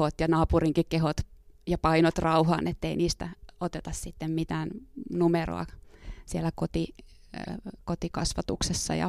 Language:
Finnish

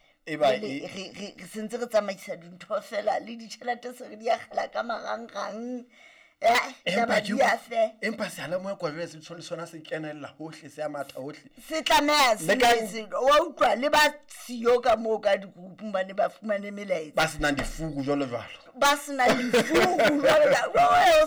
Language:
Southern Sotho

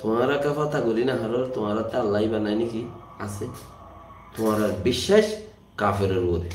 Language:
Rohingya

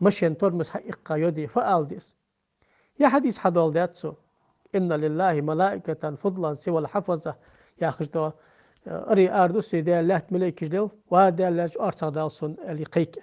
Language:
Ingush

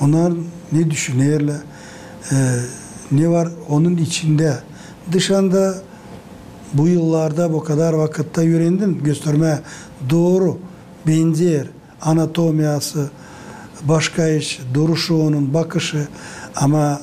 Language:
Gagauz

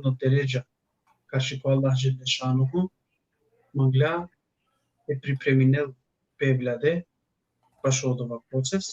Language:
Balkan Romani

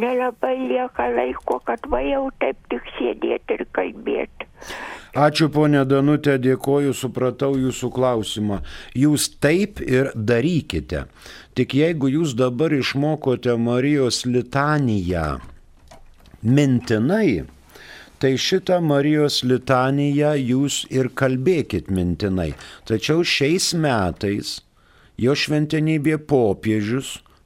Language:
Lithuanian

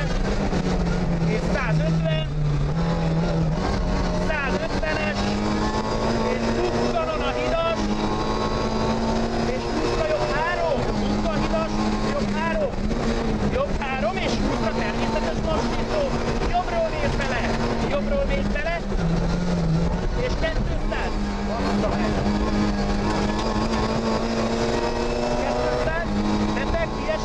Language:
Hungarian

